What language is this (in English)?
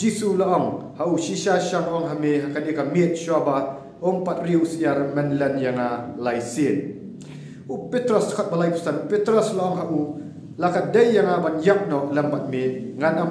Khasi